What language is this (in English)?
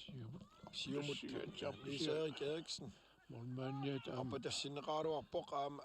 Kalaallisut